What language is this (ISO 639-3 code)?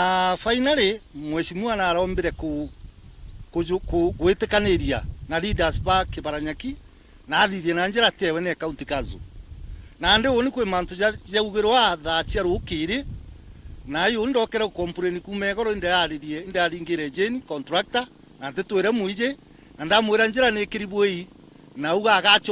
mer